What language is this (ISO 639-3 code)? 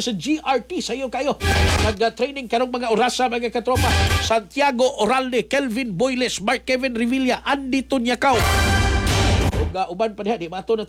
ceb